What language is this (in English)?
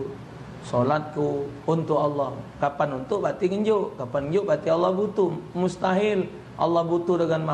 Musi